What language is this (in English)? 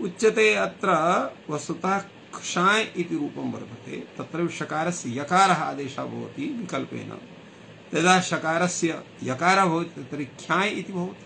Sanskrit